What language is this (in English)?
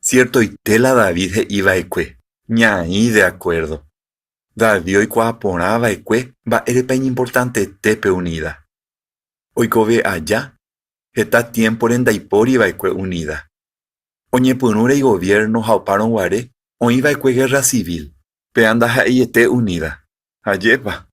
Guarani